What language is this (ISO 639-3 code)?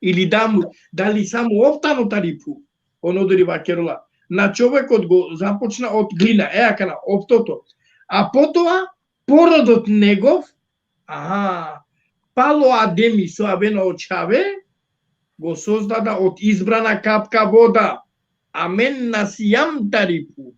rmn